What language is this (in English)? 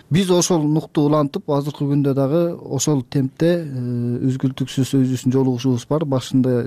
Kyrgyz